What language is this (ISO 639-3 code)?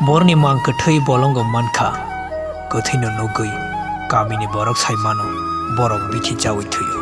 trp